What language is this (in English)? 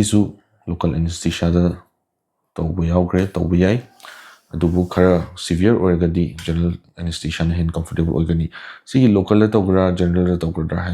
Manipuri